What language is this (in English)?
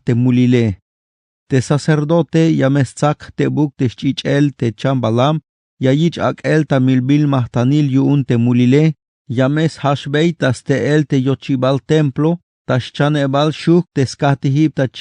Tzeltal